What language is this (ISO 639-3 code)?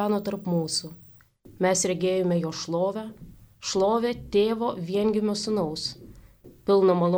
lit